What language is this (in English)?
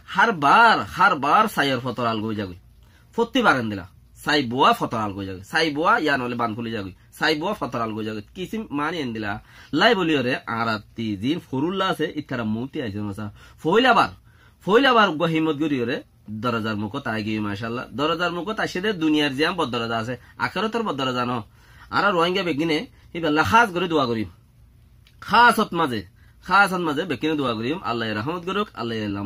Rohingya